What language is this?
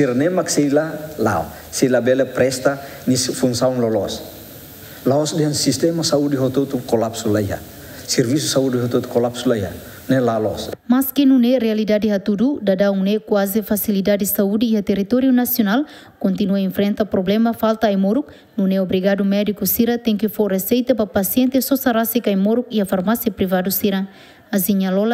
Tetum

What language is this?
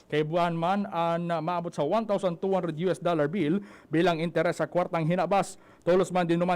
Bikol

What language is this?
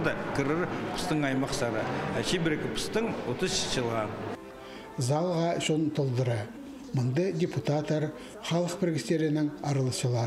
Khakas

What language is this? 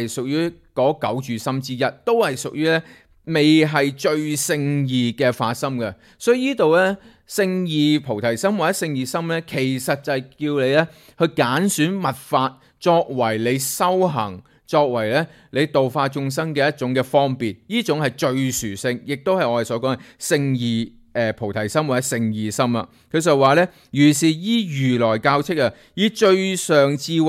Cantonese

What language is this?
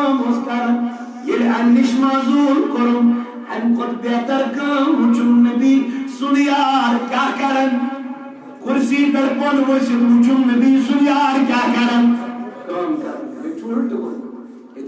Kashmiri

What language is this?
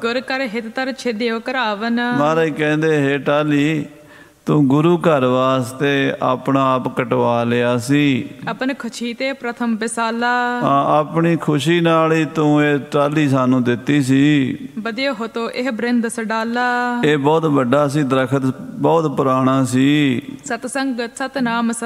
Punjabi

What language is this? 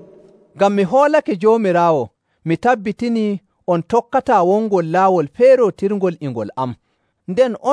Nigerian Fulfulde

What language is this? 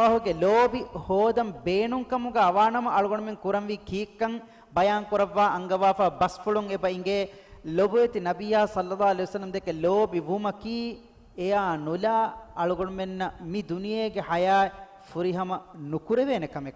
Divehi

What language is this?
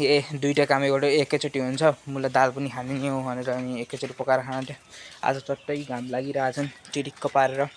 Nepali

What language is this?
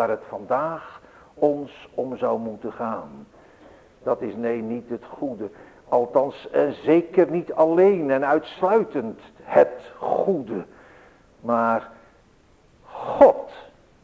Dutch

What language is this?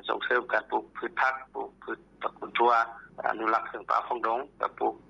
Lao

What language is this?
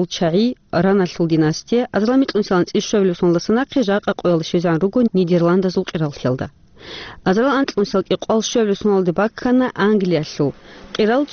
Avaric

